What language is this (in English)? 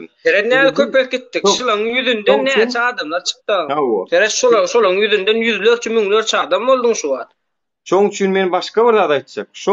Turkmen